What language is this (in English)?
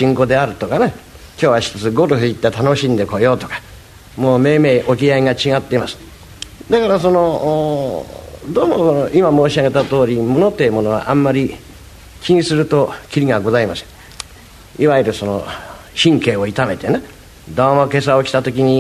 Japanese